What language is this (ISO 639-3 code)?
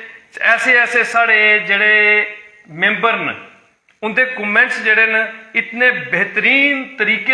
doi